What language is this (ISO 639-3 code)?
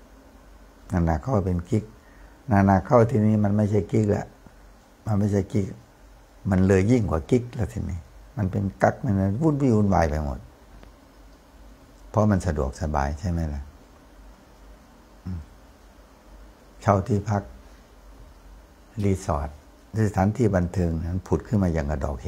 tha